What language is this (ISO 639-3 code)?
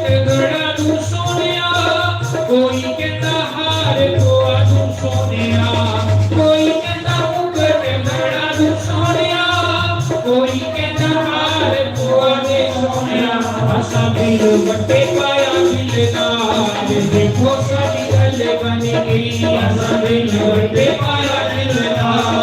doi